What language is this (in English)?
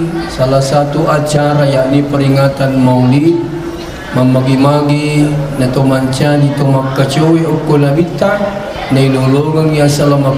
Buginese